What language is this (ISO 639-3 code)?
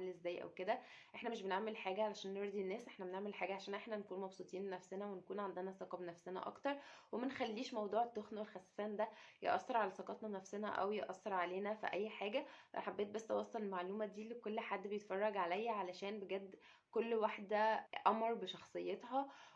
arz